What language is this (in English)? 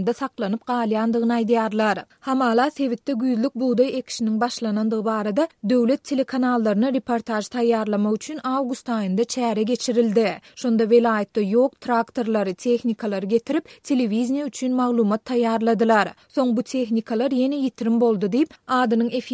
Turkmen